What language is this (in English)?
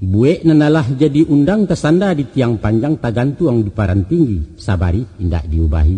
Minangkabau